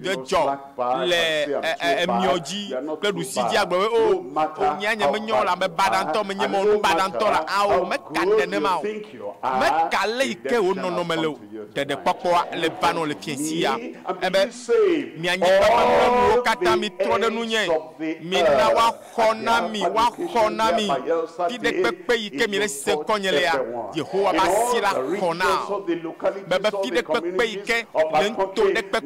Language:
Ewe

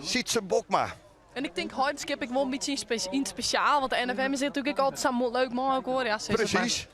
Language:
Western Frisian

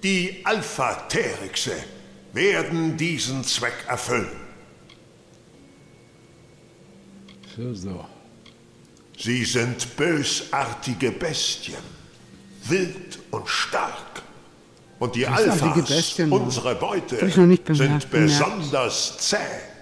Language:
German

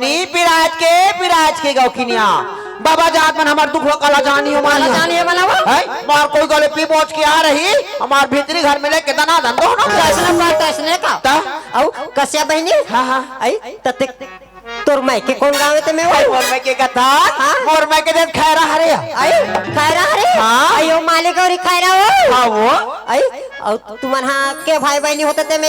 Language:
Chhattisgarhi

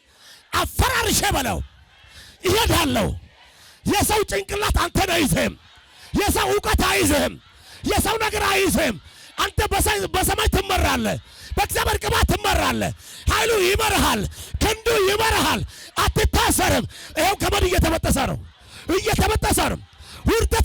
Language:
Amharic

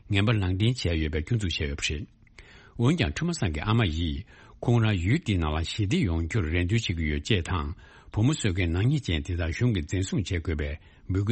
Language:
Tibetan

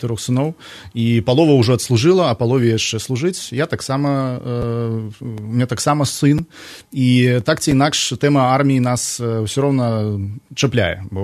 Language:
Belarusian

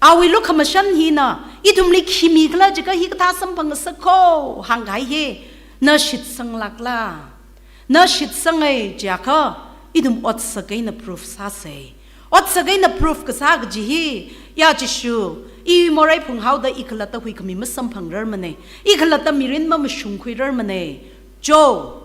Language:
Tangkhul Naga (India)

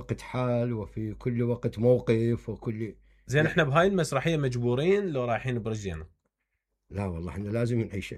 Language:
Mesopotamian Arabic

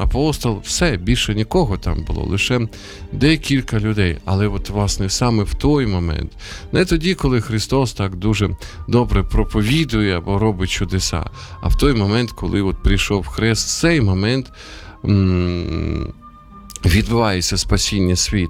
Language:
Ukrainian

